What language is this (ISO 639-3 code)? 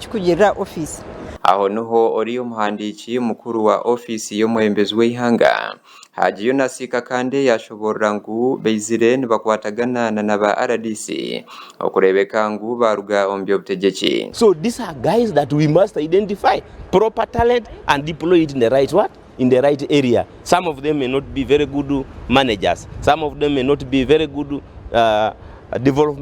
nyn